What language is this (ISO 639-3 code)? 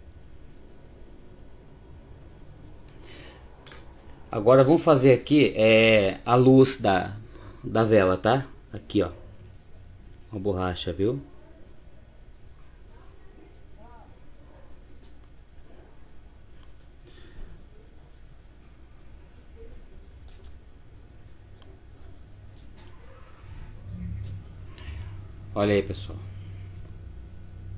por